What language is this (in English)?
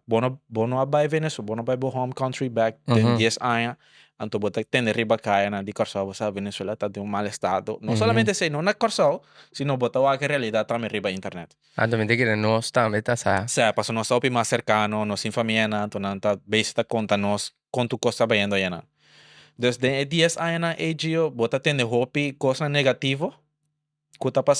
Papiamento